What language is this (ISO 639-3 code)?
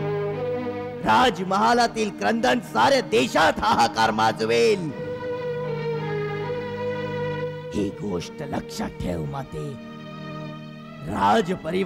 mar